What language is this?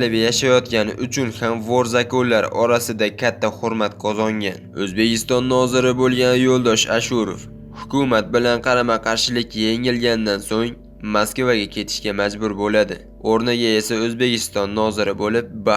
Uzbek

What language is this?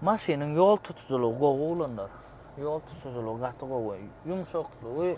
Turkmen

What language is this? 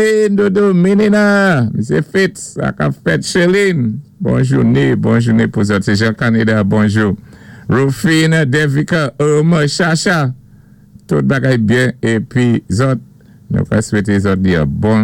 Saint Lucian Creole French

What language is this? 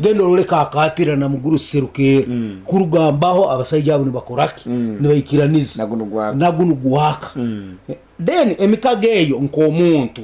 Nyankole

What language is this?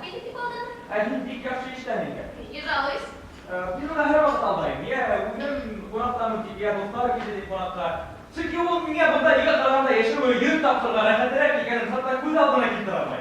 Bashkir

